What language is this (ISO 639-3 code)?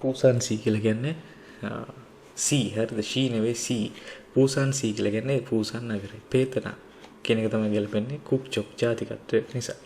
sin